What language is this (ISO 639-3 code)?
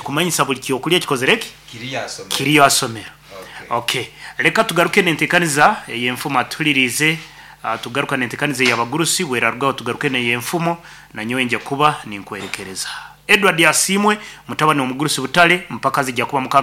nyo